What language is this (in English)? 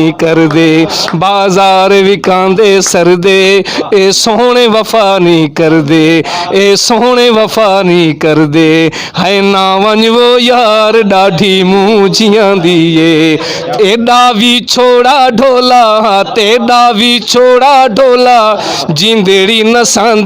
Saraiki